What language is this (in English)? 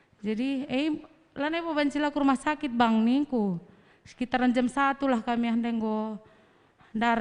Batak Karo